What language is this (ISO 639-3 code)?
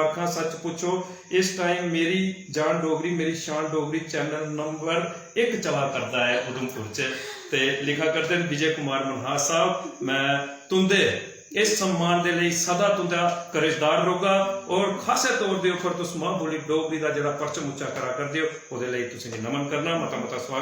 doi